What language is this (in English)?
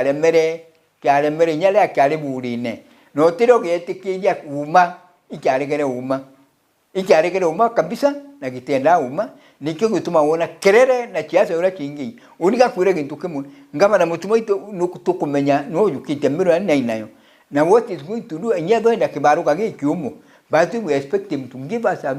Meru